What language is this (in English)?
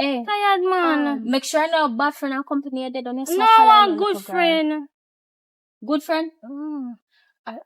Jamaican Creole English